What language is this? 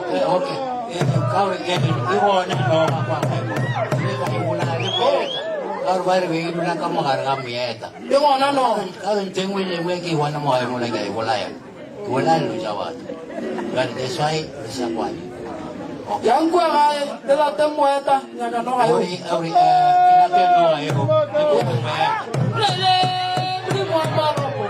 Northern Sotho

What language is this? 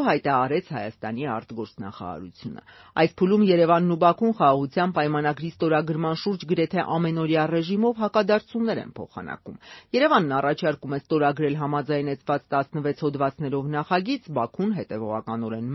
Armenian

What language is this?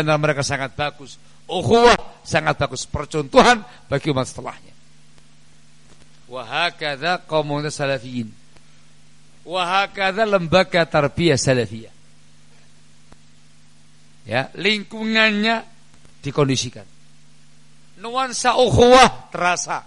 Indonesian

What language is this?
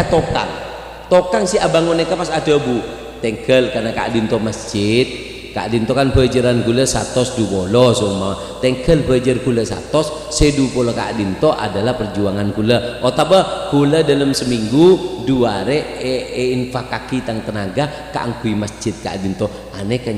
Madurese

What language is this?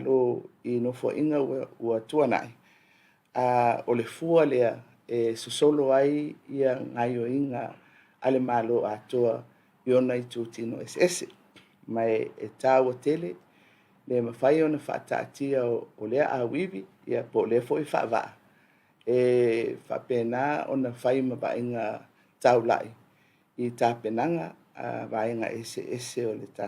Samoan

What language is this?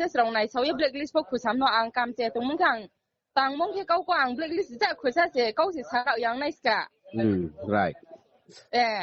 Riang (India)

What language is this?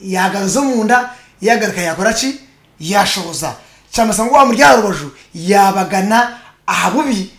Nyankole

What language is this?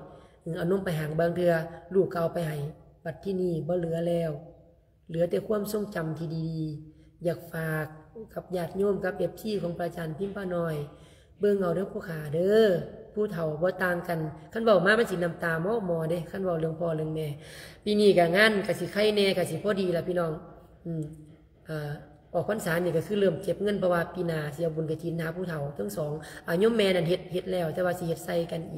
Lao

